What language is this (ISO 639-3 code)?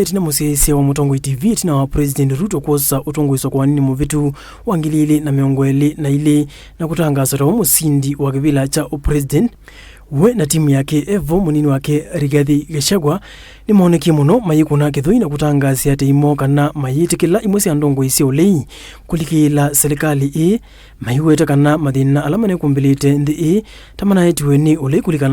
kam